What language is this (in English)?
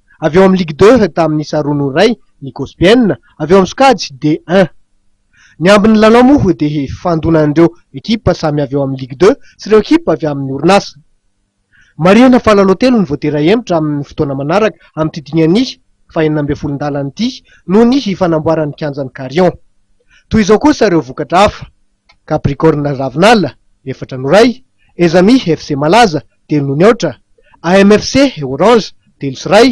Malagasy